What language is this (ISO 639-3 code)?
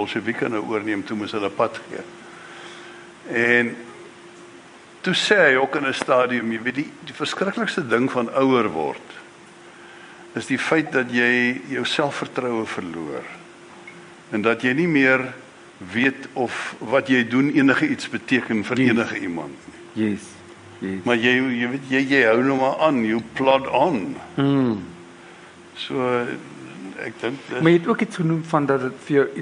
afr